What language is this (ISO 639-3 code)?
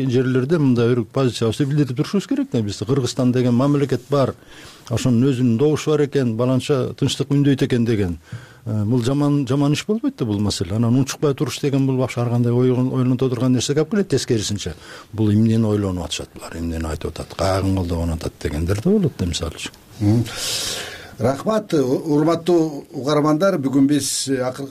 kir